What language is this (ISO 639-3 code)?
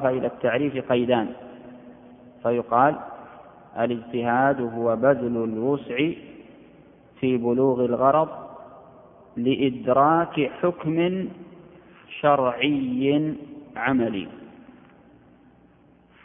ara